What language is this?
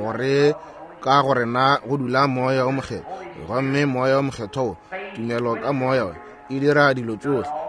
Northern Sotho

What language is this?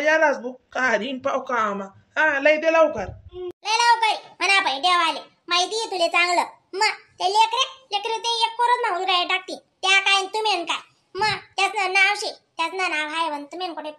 Khandesi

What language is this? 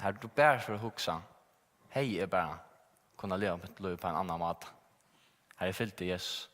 Faroese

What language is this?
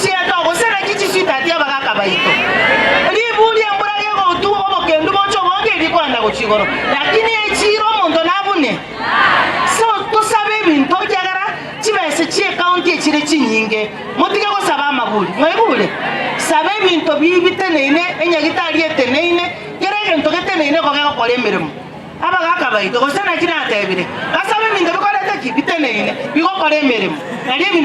Gusii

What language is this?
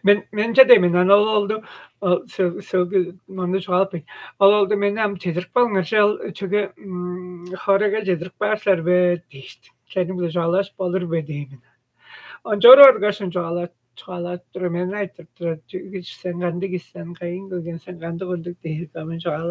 Tuvinian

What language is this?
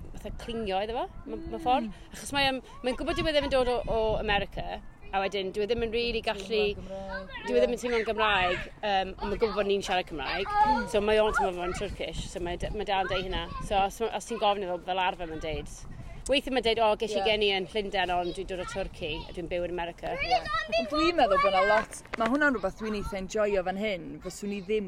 Welsh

